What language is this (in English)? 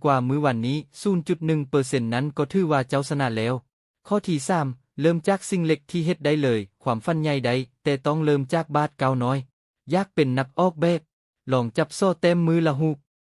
Lao